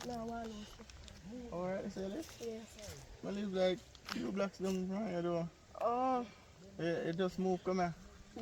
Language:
Jamaican Creole English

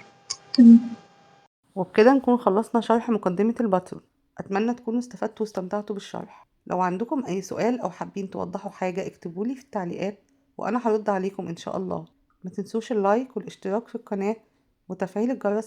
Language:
Egyptian Arabic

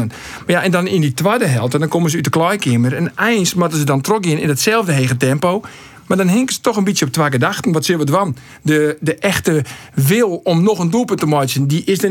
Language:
Western Frisian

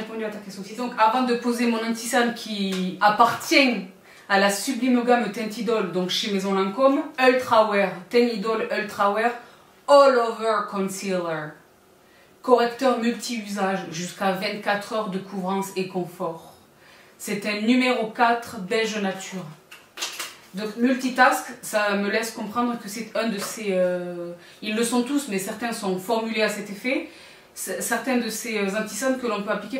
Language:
French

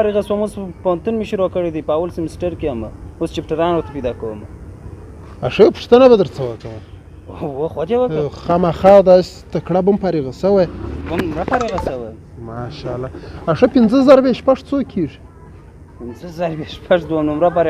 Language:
Pashto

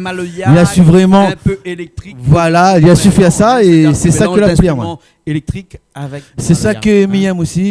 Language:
Réunion Creole French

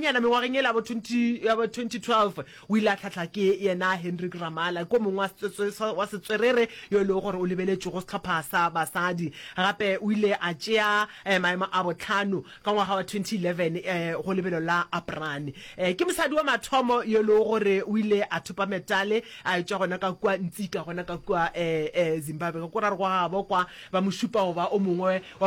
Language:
Northern Sotho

